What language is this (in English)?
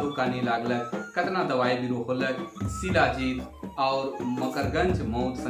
Sadri